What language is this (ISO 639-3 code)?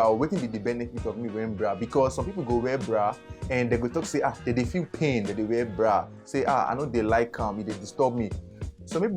pcm